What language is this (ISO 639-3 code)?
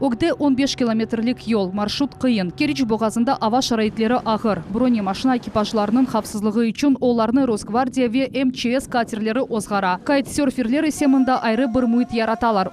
crh